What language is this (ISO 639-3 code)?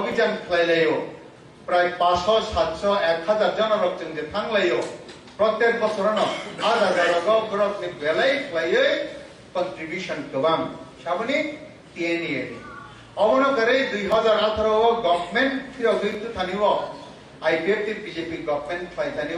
trp